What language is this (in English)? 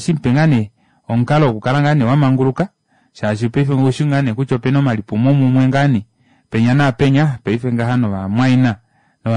Kuanyama